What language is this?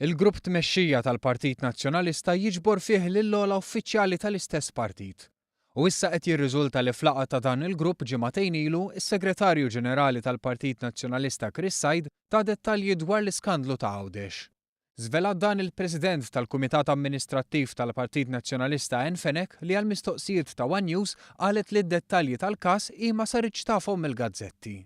Maltese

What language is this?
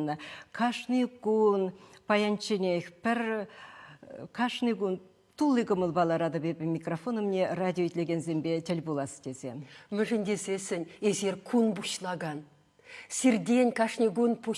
Chuvash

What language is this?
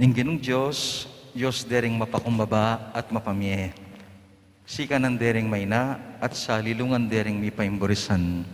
Pampanga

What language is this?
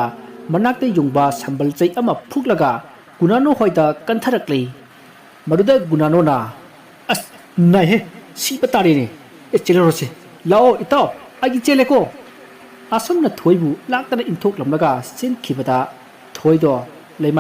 Manipuri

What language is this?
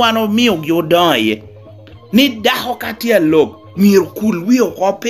Lango (Uganda)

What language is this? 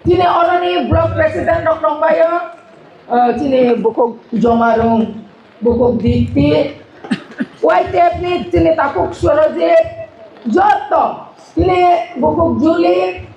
Kok Borok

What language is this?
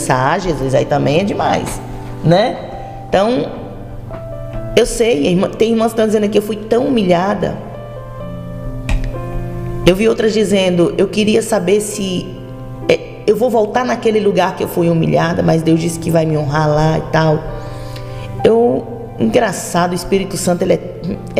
Portuguese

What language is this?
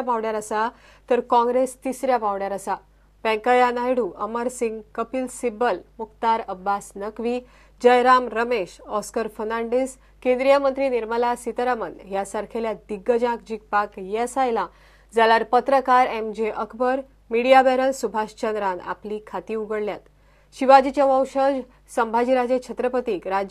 Konkani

